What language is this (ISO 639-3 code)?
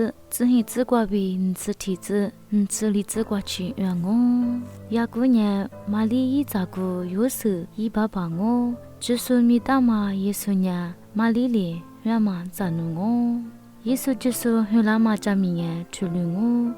lis